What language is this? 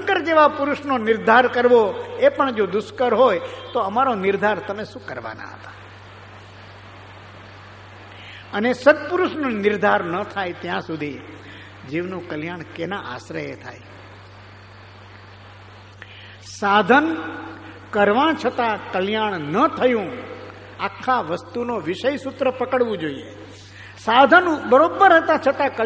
Gujarati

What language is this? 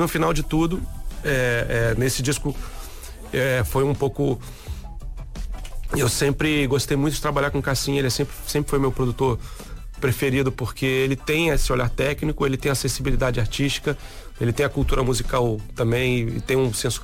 Portuguese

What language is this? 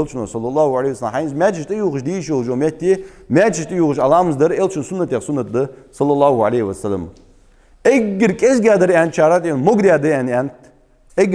Ingush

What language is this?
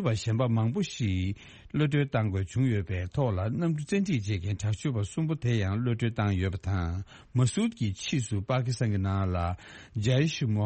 Tibetan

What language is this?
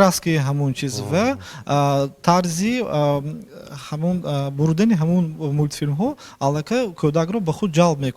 Tajik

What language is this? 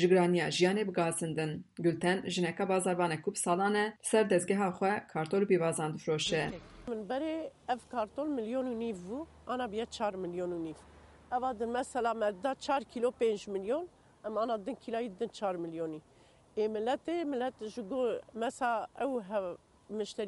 Kurdish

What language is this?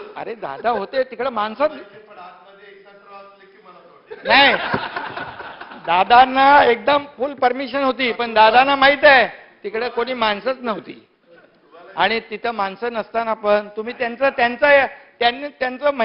Marathi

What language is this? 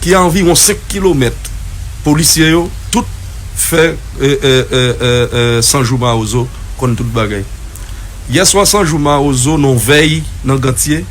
Haitian Creole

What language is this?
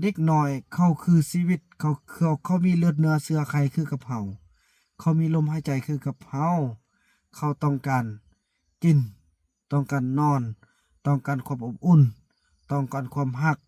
Lao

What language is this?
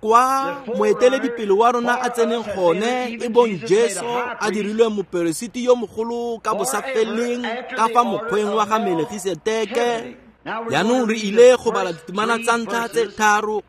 Tswana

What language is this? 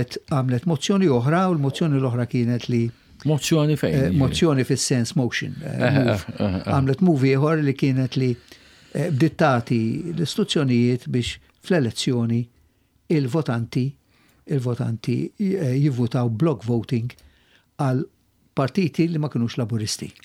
Maltese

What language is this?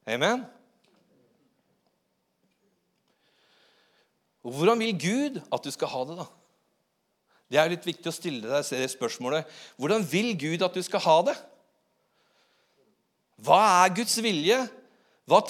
Norwegian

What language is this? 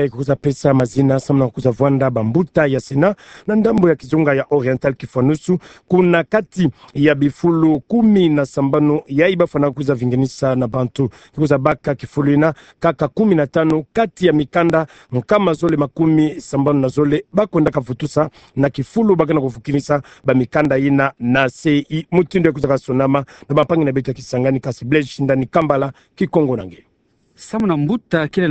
Kituba (Democratic Republic of Congo)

